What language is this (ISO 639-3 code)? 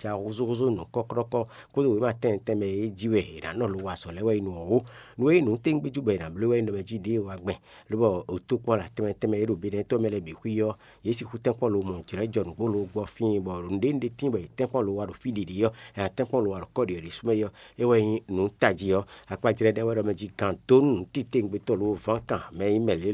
fon